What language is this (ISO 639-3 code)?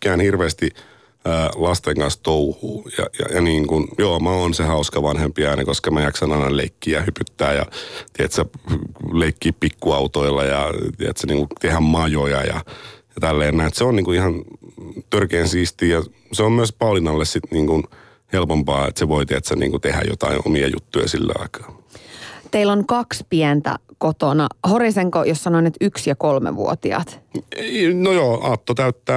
fin